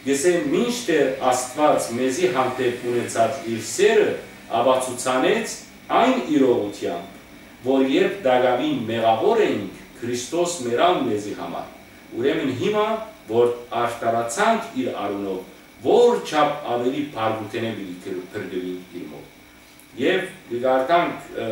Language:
Western Armenian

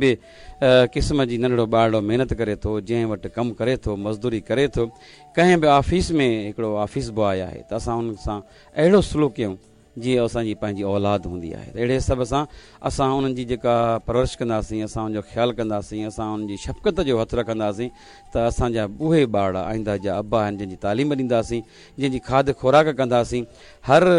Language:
Sindhi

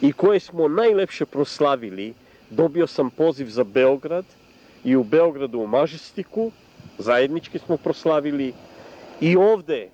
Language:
Serbian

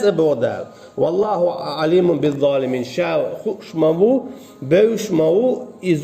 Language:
Chechen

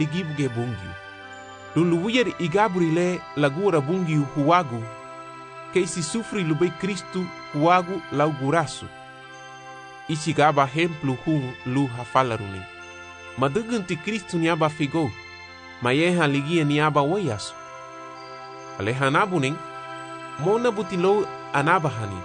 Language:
Garifuna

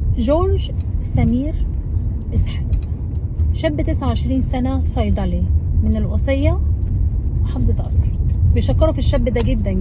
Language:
Egyptian Arabic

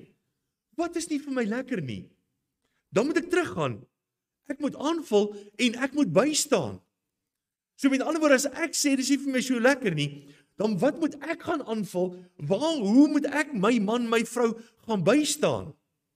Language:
Afrikaans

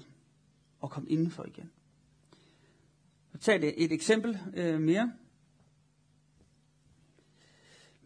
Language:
Danish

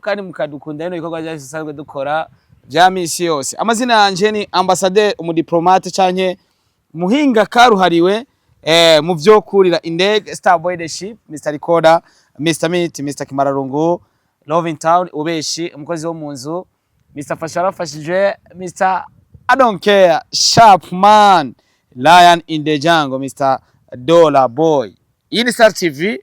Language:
Rundi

